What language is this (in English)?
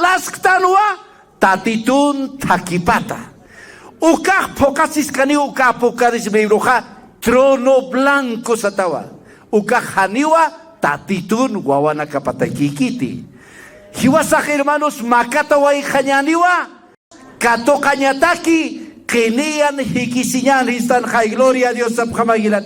Aymara